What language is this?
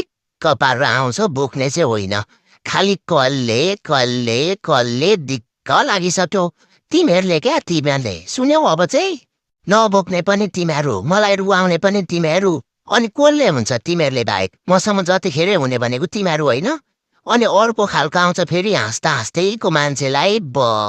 Nepali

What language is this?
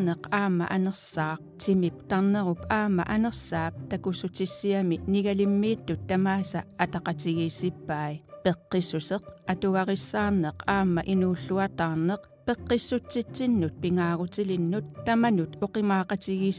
Kalaallisut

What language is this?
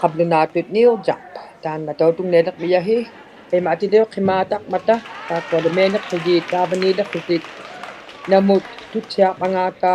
Inuktitut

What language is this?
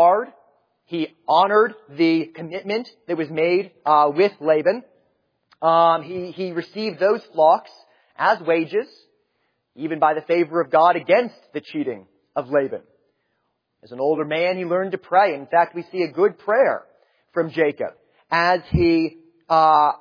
English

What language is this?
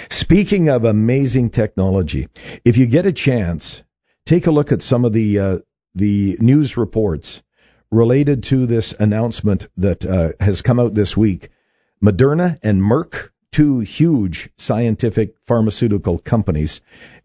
English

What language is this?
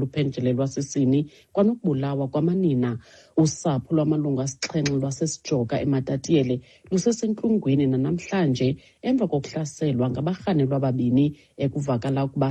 Xhosa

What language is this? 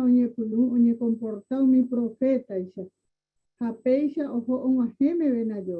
Guarani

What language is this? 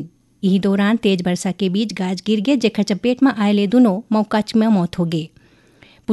Chhattisgarhi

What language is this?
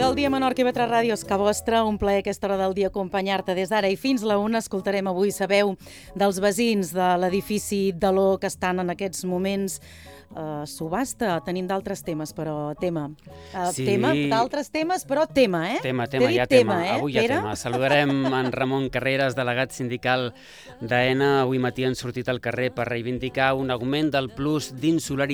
Catalan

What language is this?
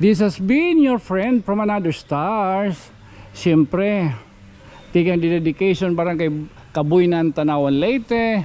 Waray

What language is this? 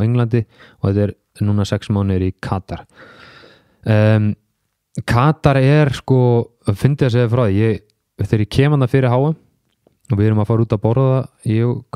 Icelandic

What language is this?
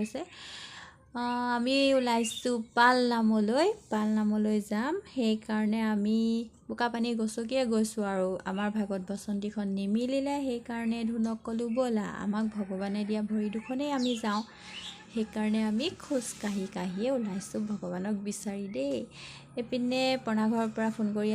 Assamese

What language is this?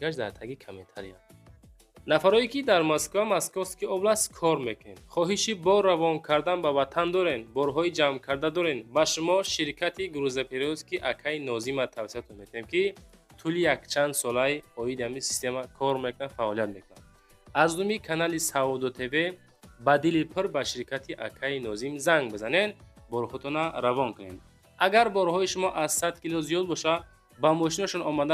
Tajik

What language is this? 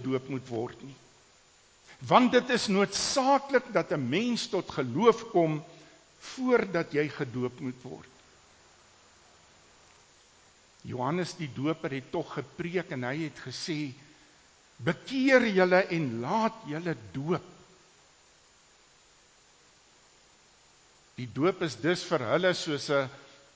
Afrikaans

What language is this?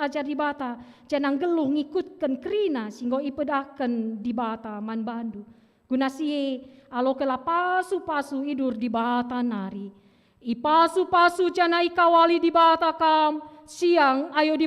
Batak Karo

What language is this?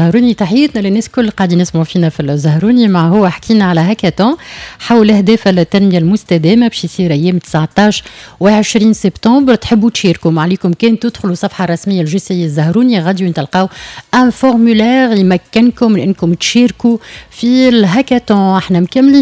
Tunisian Arabic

